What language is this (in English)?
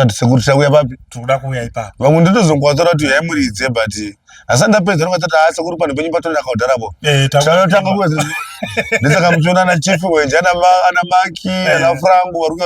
Shona